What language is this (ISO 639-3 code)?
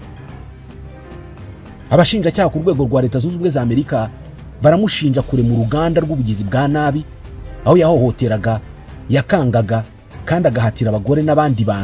kin